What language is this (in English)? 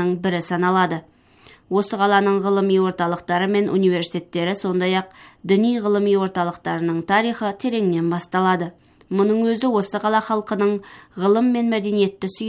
Kazakh